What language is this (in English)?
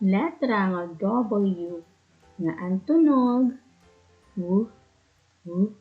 Waray